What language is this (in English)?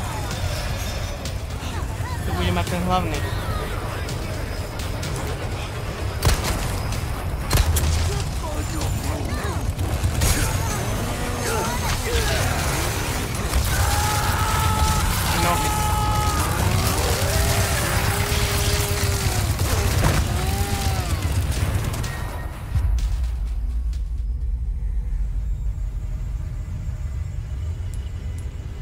Slovak